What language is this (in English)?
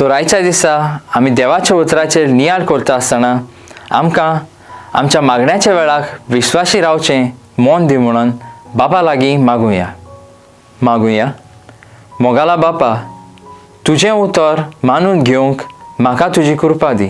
Konkani